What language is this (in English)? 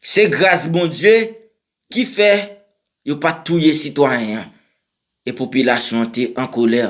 Haitian Creole